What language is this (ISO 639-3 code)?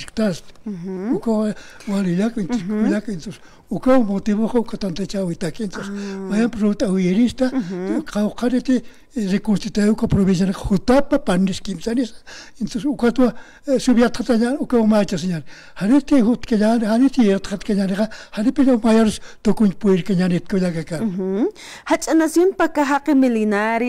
aym